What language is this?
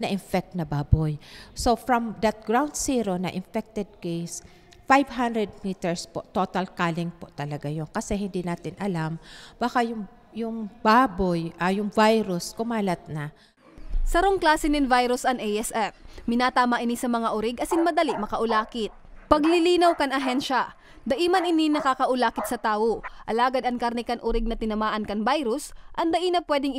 Bikol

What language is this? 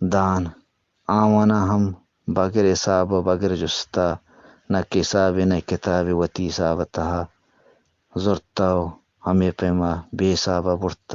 Eastern Balochi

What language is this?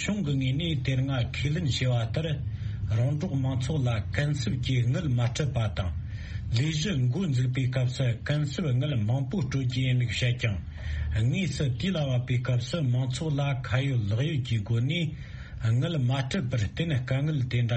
Tibetan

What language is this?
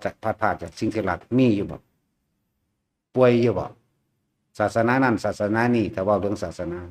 Lao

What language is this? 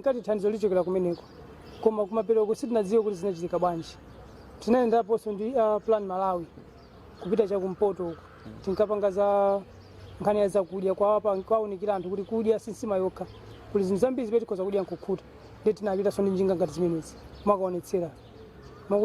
Nyanja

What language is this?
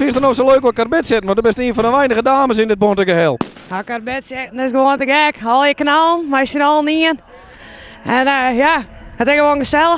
Western Frisian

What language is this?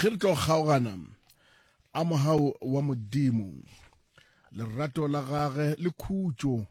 Northern Sotho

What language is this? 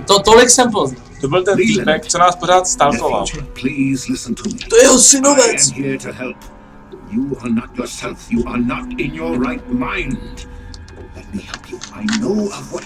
Czech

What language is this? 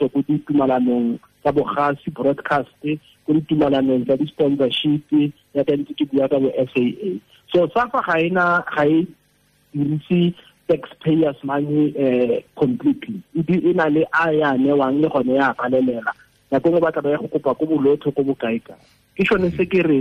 Tswana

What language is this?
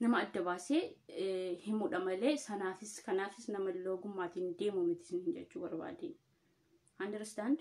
Oromo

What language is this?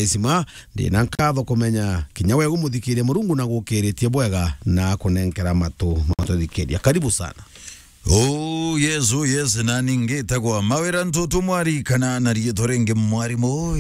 Meru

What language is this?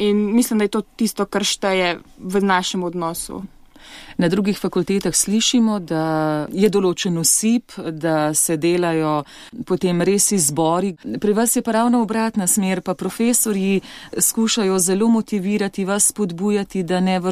Slovenian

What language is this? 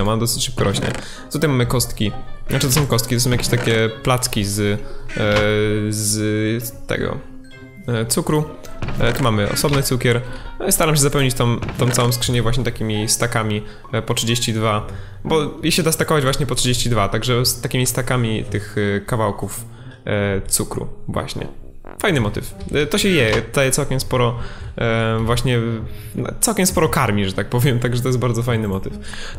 Polish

